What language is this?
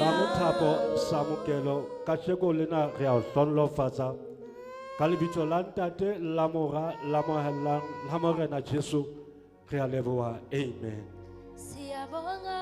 Southern Sotho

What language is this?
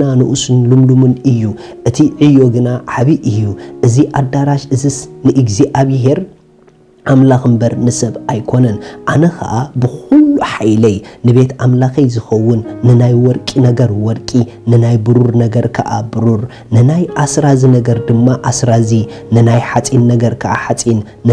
Tigrinya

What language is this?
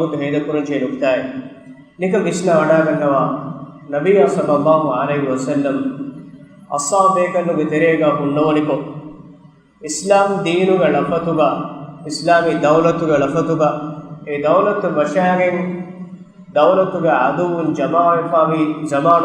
Divehi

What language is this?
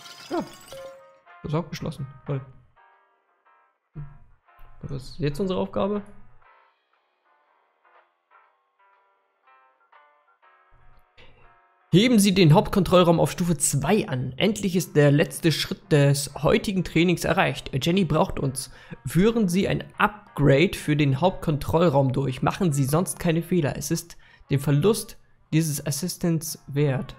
German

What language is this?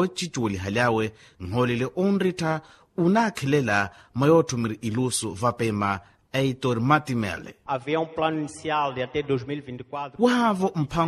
Makhuwa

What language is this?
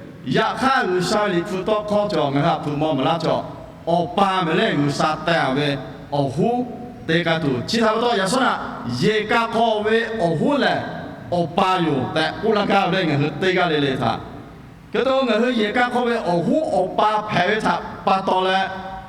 Lahu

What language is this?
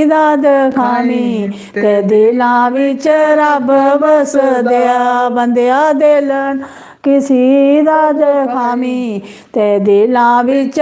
Dogri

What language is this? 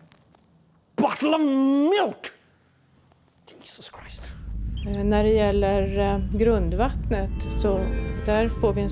Swedish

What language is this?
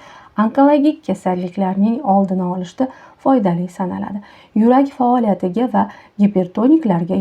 Uzbek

